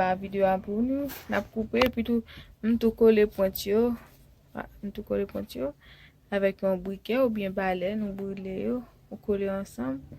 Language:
Haitian Creole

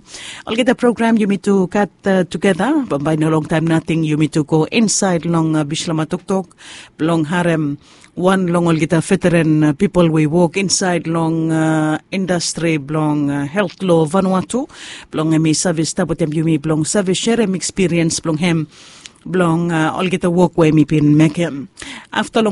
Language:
Bislama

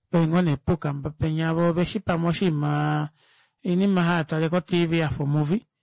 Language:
Kuanyama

